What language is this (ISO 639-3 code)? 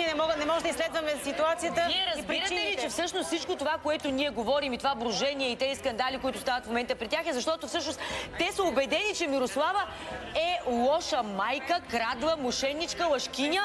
bul